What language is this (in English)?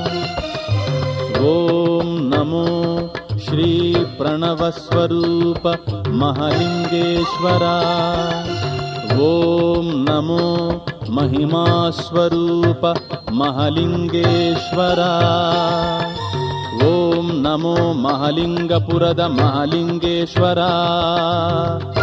Kannada